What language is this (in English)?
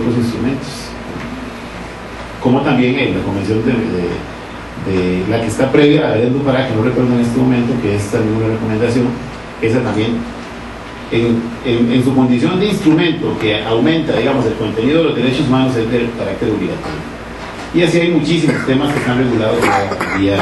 Spanish